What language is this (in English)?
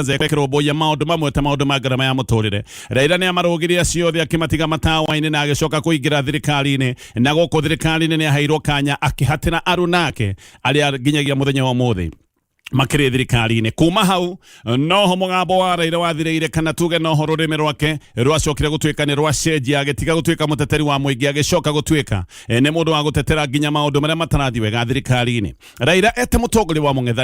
Kikuyu